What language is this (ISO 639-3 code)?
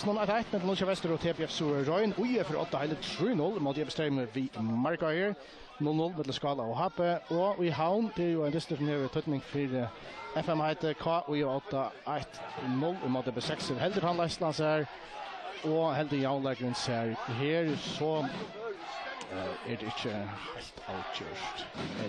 fao